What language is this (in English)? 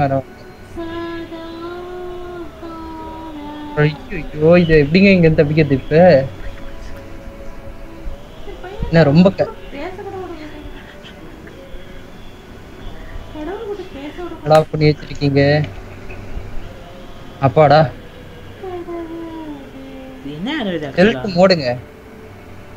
Tamil